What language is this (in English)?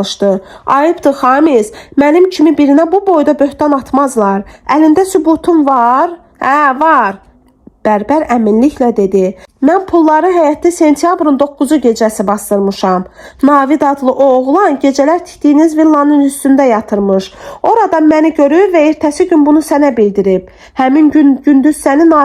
Azerbaijani